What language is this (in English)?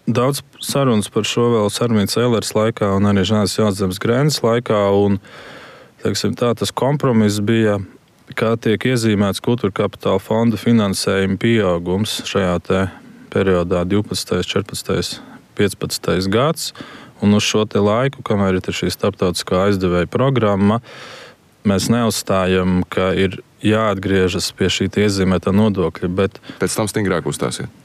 Latvian